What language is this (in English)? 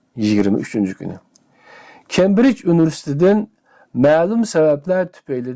Uyghur